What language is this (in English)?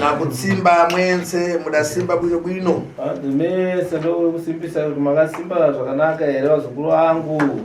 Shona